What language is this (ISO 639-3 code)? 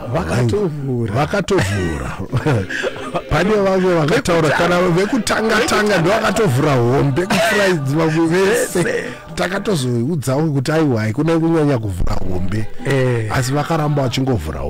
sna